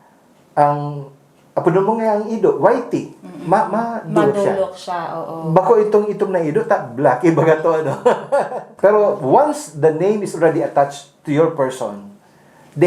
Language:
Bikol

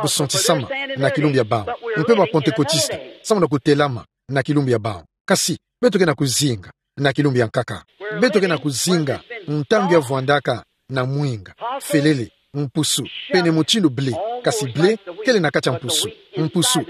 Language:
Kituba (Democratic Republic of Congo)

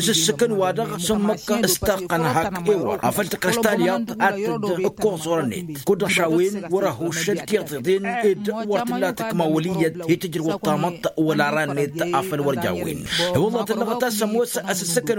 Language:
Tamasheq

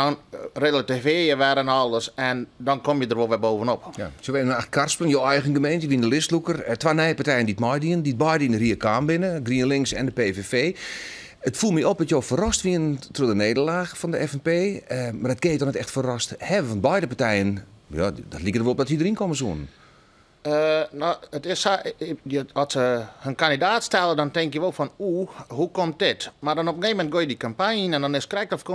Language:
Western Frisian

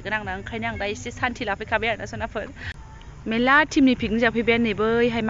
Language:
Bodo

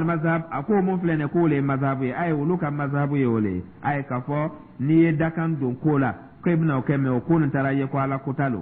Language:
Dyula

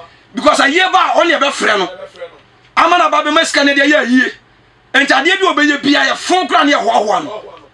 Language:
Akan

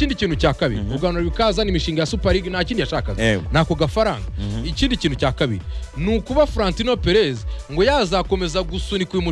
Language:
Kinyarwanda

